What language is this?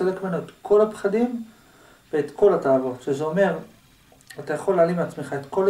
Hebrew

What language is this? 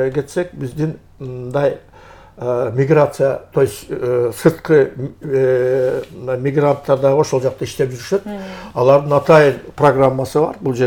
Kyrgyz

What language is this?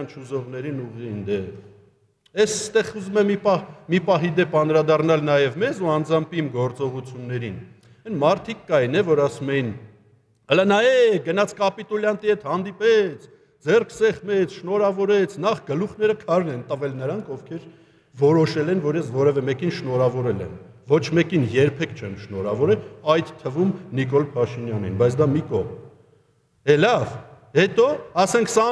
Armenian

